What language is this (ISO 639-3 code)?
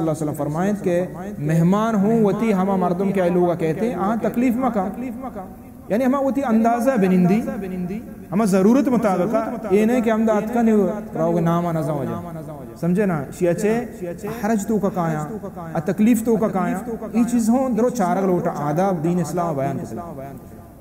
bal